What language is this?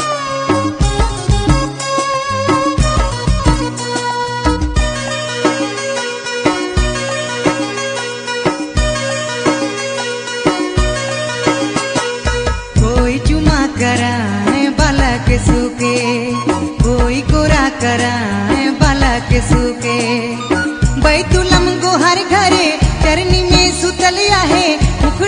Sadri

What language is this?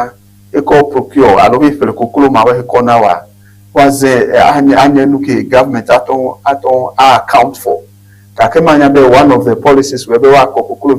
Ewe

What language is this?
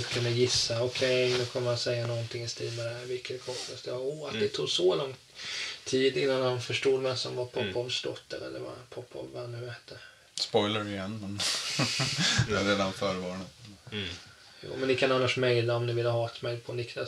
Swedish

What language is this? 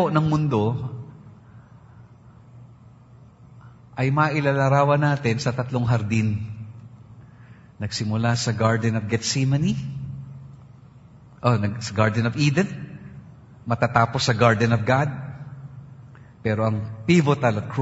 Filipino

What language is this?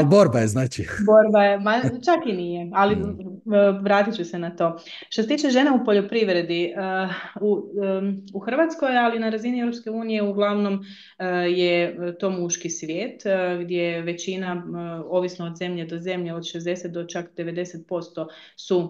Croatian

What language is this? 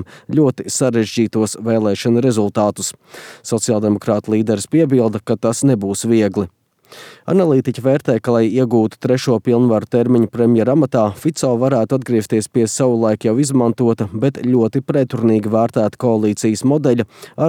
Latvian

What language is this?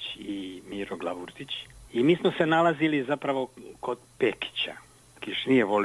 Croatian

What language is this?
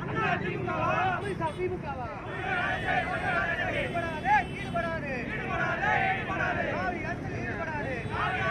Tamil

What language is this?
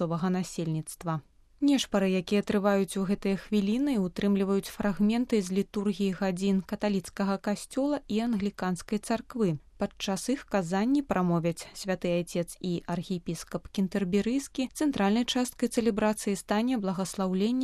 Belarusian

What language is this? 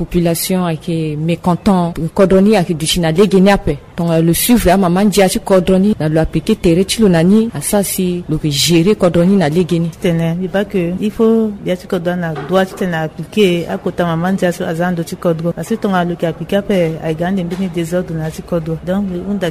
Sango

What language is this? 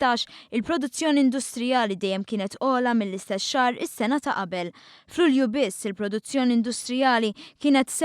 Maltese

